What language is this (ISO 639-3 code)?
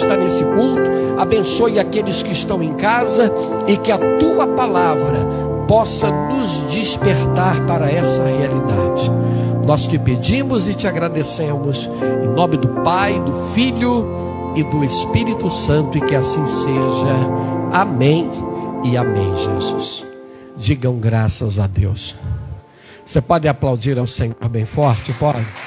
por